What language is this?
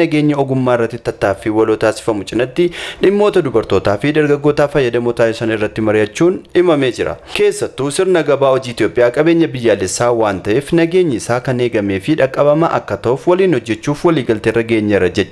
Oromo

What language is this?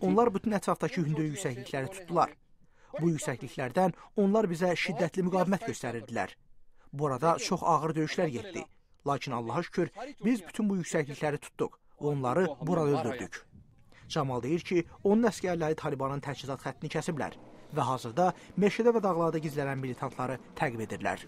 Azerbaijani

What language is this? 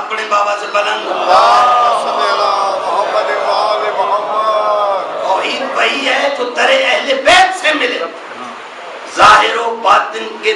Urdu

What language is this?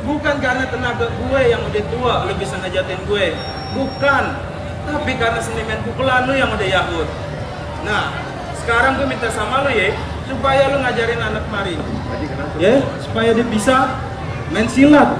Betawi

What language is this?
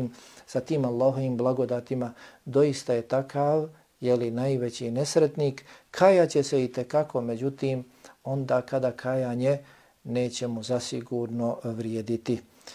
Bosnian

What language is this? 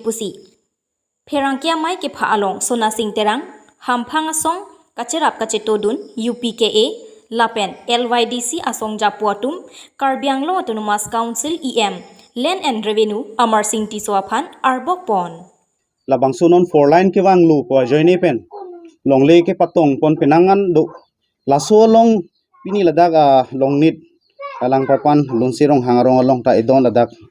Karbi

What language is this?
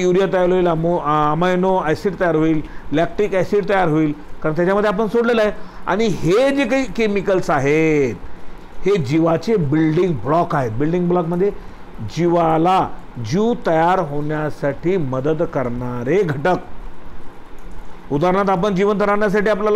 Marathi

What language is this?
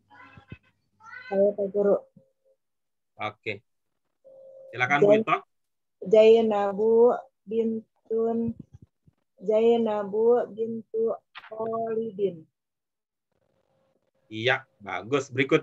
Indonesian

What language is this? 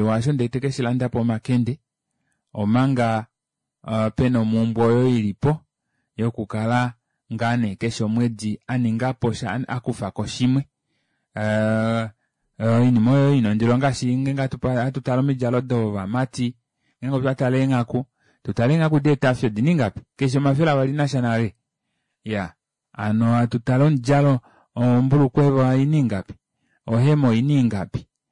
Kuanyama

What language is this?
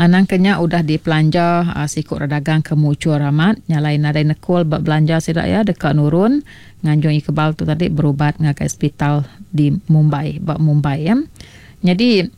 Iban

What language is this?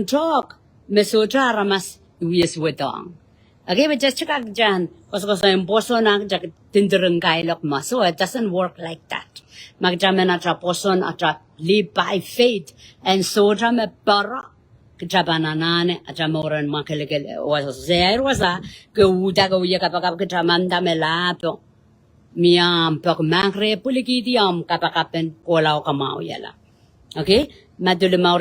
Pohnpeian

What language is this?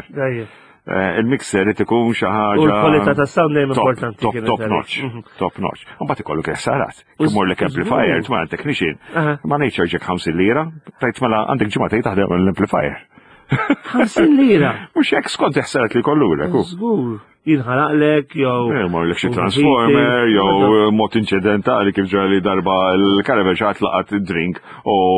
Maltese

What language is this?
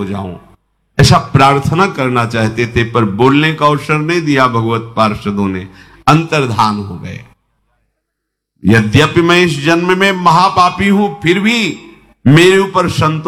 Hindi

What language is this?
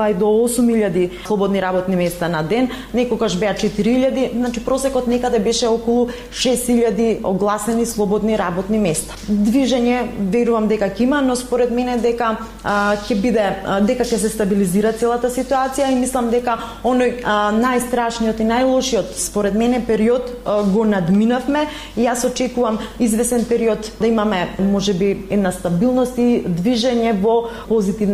Macedonian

